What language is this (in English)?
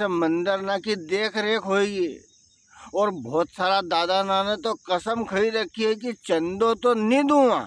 Rajasthani